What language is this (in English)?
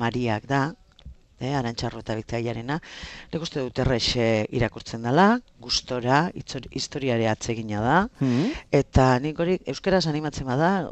Basque